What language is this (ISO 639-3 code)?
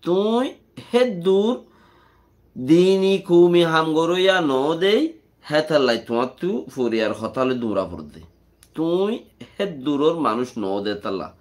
rhg